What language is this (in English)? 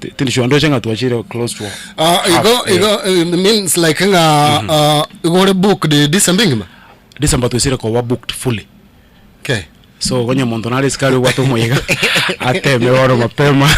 Gusii